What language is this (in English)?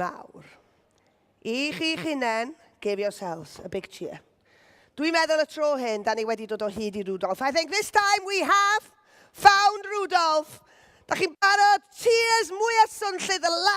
Welsh